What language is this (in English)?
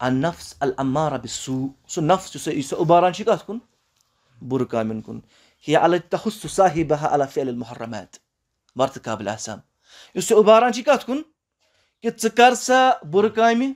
Kashmiri